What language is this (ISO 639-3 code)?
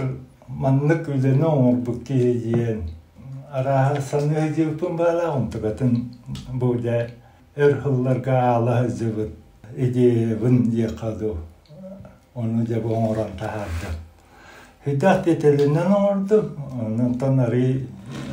sah